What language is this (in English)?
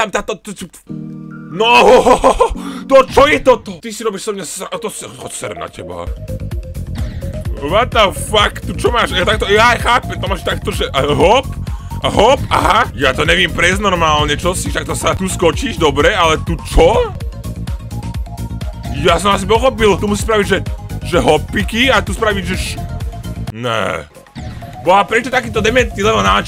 Slovak